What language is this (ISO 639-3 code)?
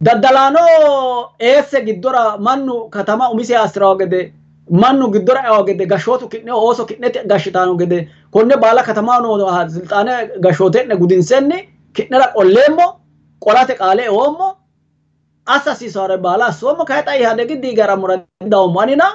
sid